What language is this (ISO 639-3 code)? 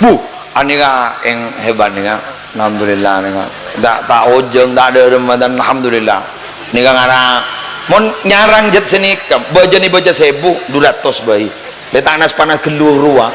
mad